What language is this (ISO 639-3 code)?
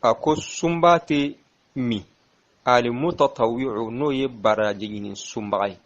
bam